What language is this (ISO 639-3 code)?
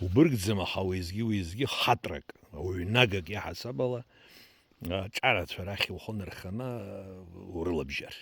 abk